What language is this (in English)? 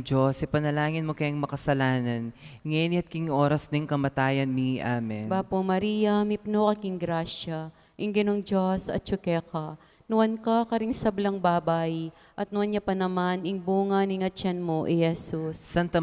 Pampanga